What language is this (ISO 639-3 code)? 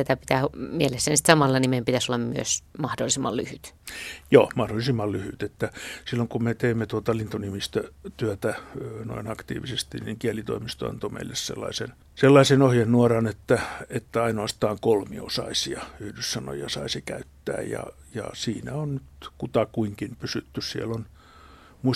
fin